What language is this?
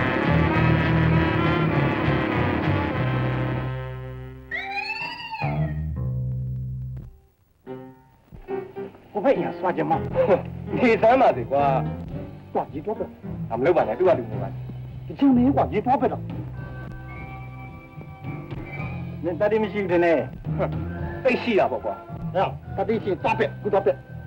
Burmese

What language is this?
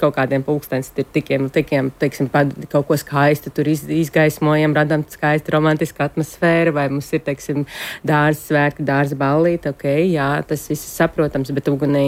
Latvian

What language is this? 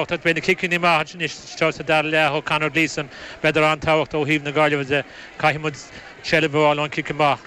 Irish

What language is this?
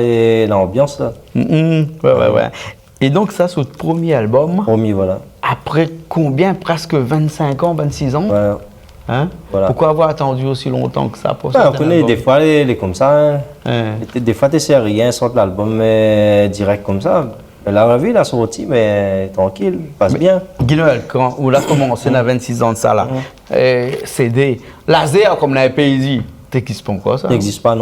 Réunion Creole French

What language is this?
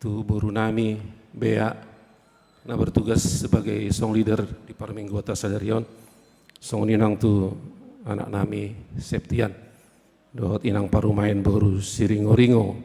Batak Toba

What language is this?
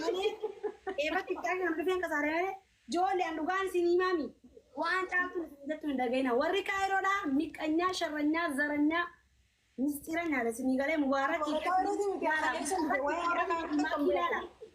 Oromo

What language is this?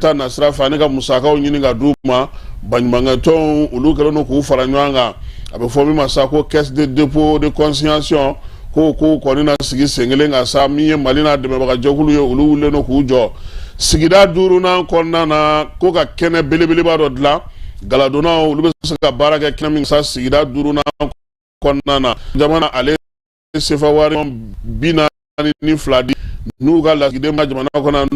Bambara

